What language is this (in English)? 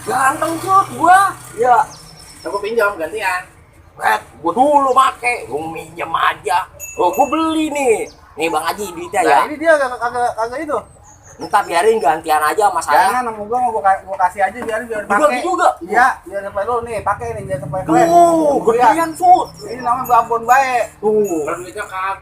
Betawi